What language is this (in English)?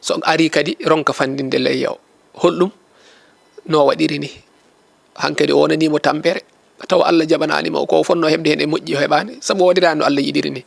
Fula